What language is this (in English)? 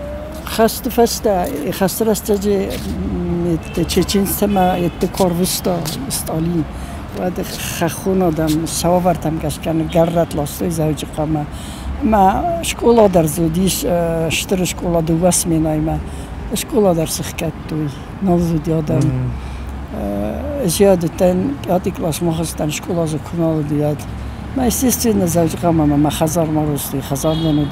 Ossetic